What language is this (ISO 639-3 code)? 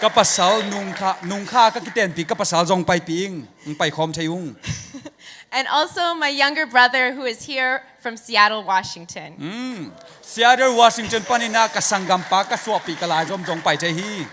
ctd